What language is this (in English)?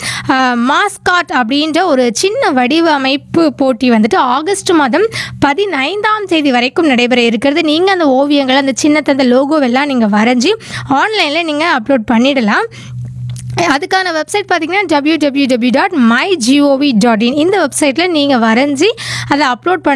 Tamil